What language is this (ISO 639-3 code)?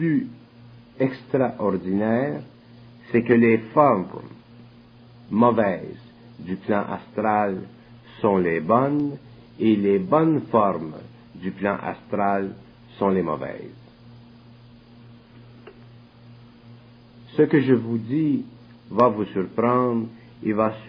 fra